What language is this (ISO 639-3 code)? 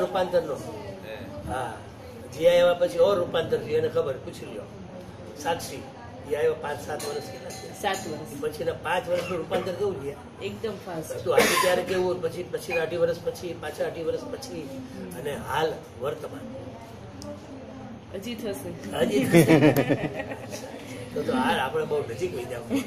guj